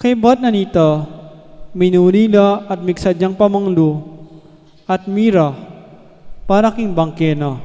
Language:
Pampanga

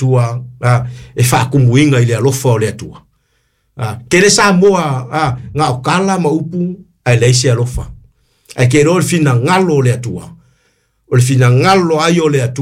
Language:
Samoan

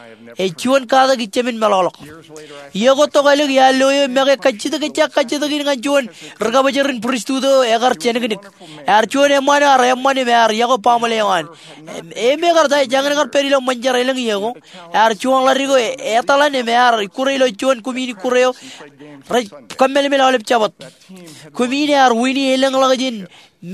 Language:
Marshallese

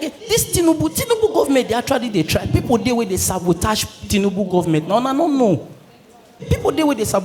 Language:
Nigerian Pidgin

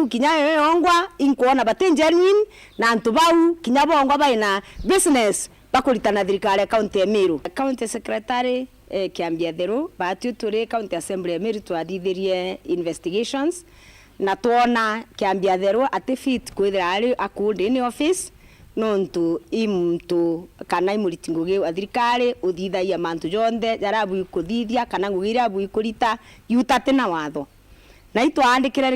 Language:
Meru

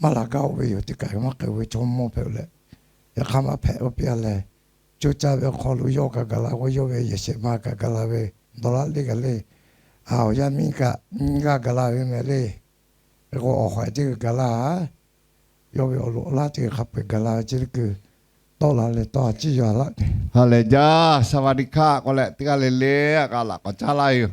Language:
Lahu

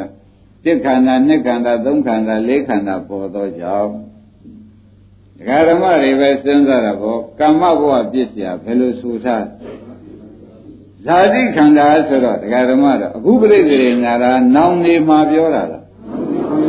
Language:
Burmese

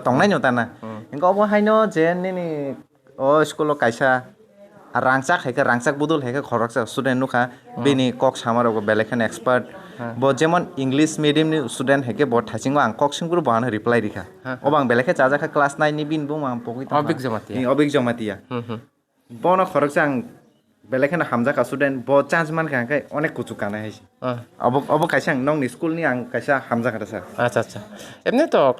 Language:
Kok Borok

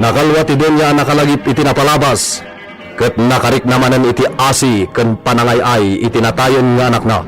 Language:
Iloko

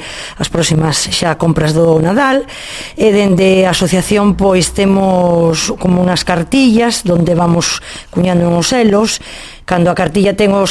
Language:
Galician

